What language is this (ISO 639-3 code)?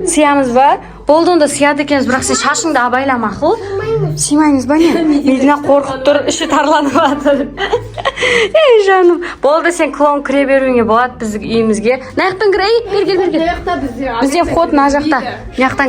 kaz